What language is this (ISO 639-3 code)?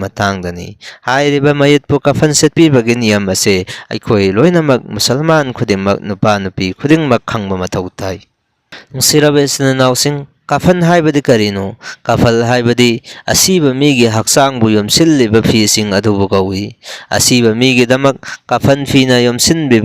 mni